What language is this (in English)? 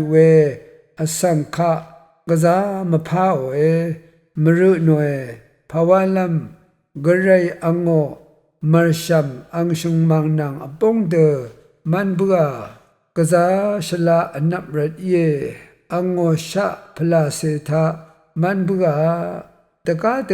Rawang